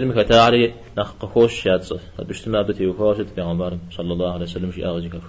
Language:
Kabardian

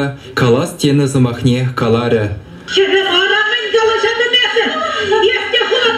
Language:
Chuvash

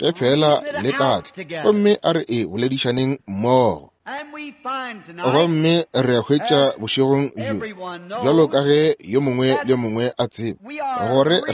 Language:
Northern Sotho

